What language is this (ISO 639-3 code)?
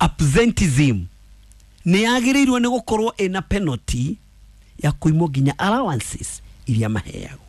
kik